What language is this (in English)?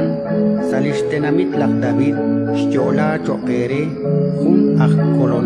Kekchí